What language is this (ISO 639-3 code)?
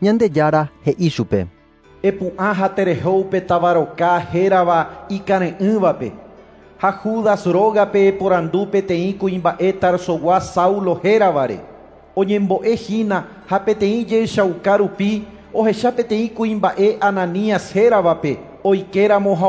grn